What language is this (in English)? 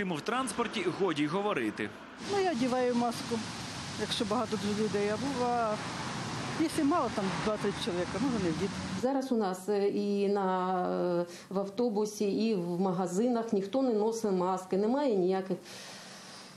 Ukrainian